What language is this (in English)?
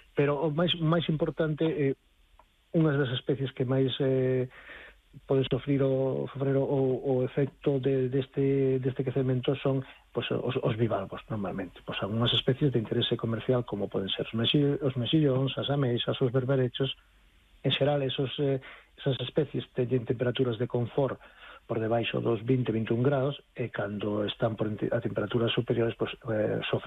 Galician